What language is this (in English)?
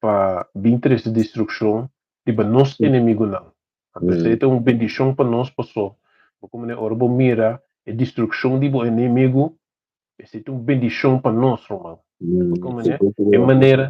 Papiamento